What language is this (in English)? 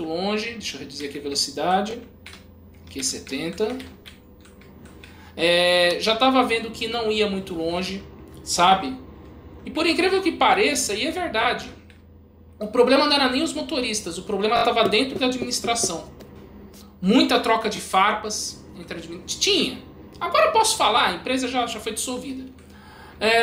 Portuguese